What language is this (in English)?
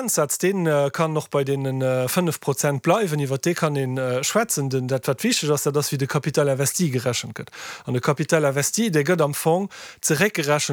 Luxembourgish